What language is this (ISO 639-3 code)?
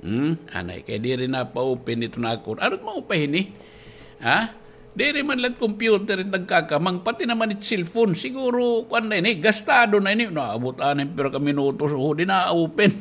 war